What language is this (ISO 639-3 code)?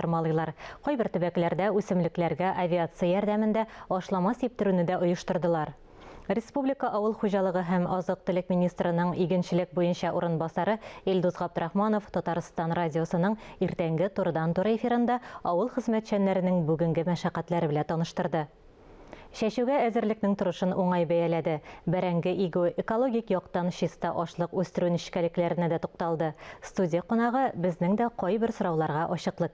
tat